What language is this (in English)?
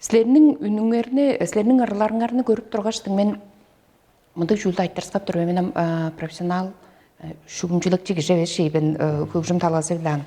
Tuvinian